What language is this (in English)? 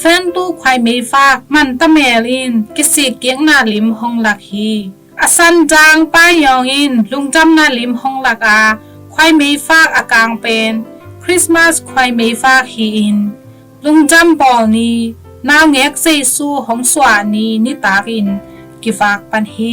Tedim Chin